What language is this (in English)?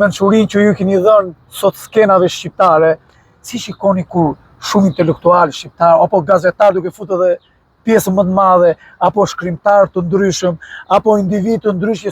Albanian